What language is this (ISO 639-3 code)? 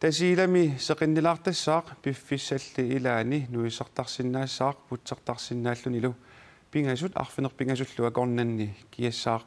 kal